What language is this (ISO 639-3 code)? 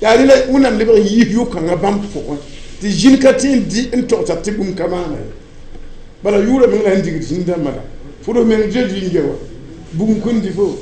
mos